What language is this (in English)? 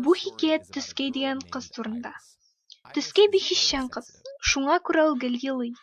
Tatar